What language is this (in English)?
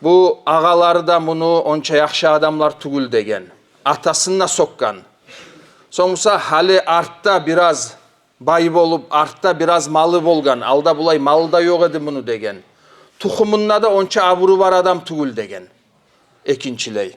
Kumyk